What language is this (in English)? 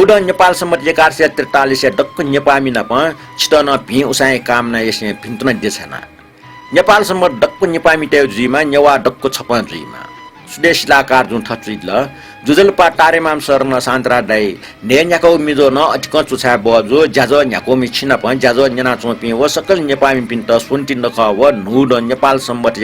Newari